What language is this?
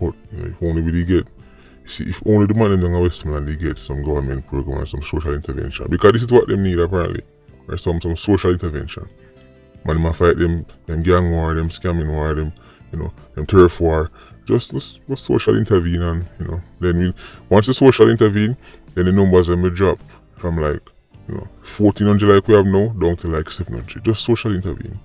Jamaican Creole English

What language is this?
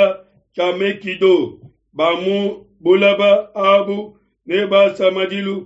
Luba-Lulua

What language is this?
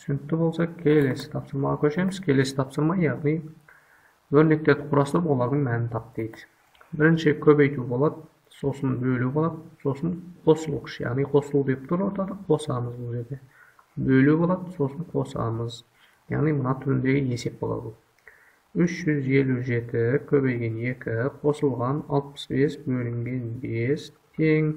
Kazakh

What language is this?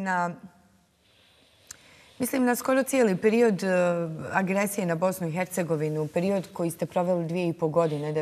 Bosnian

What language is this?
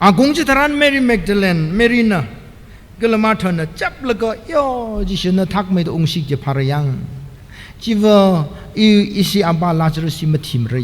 Tangkhul Naga (India)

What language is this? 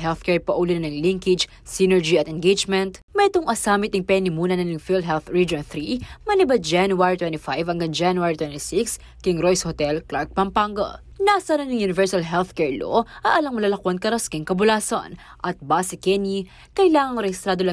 Pampanga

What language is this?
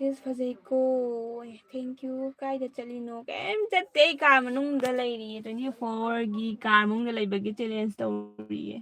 Manipuri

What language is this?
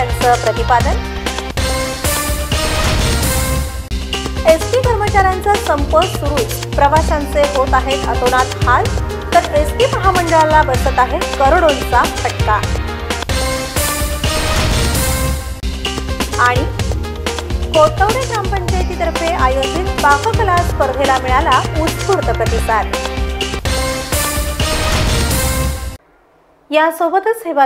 Marathi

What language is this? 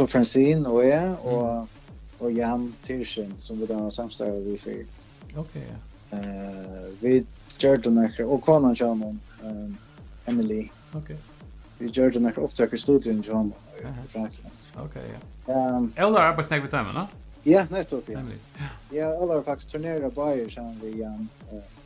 Faroese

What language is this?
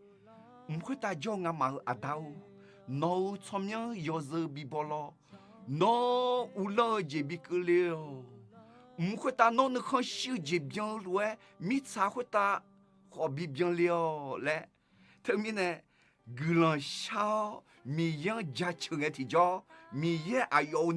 Akha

